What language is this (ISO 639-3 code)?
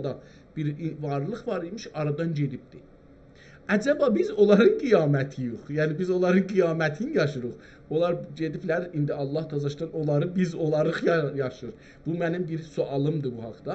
azb